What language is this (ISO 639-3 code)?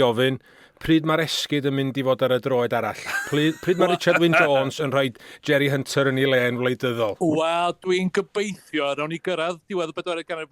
cym